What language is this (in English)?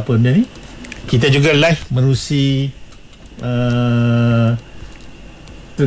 Malay